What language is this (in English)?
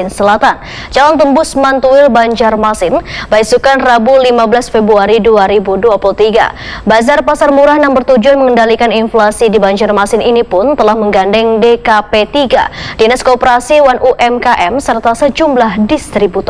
Banjar